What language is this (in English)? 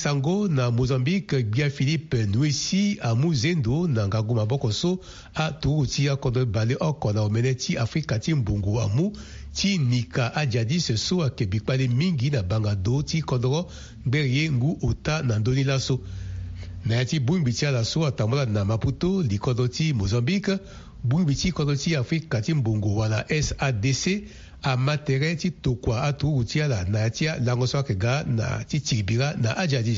Sango